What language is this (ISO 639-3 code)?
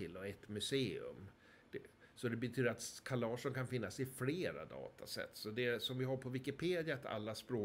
swe